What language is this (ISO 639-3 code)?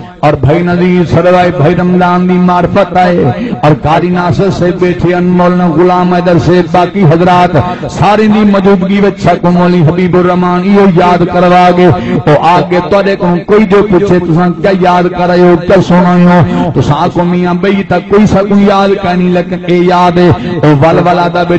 skr